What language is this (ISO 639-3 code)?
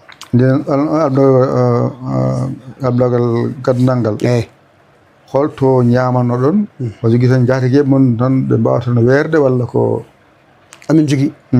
ful